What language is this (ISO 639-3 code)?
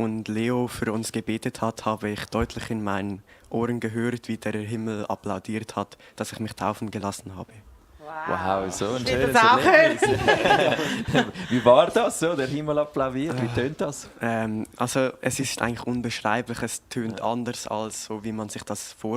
gsw